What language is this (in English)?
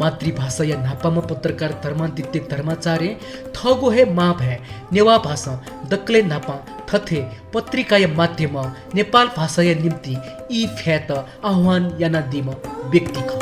Newari